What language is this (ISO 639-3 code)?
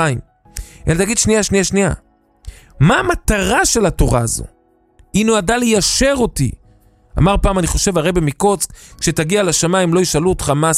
heb